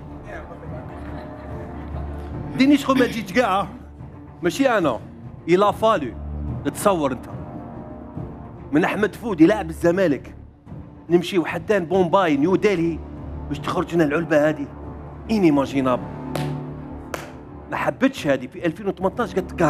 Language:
Algerian Arabic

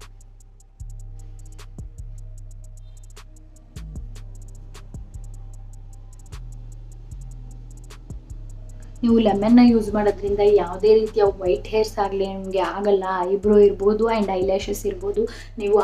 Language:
Kannada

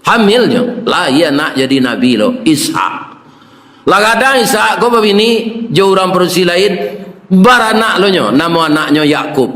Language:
Minangkabau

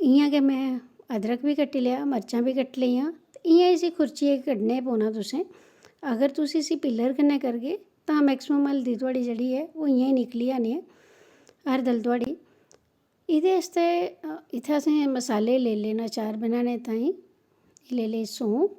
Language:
Dogri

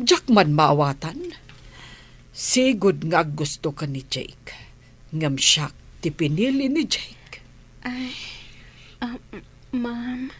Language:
Iloko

